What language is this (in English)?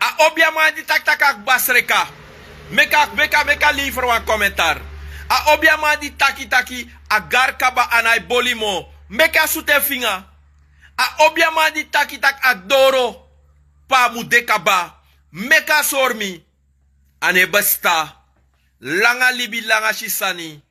Sranan Tongo